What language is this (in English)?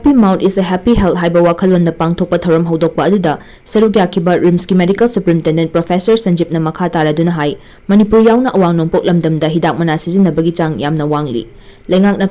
Manipuri